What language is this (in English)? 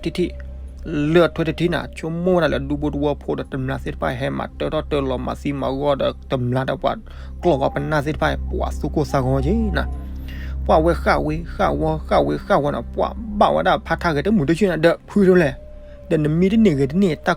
S'gaw Karen